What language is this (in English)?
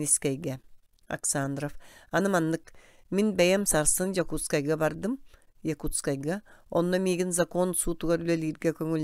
Yakut